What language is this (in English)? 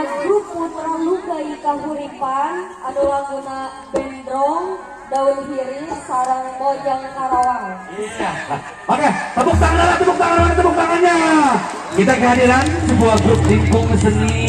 Sundanese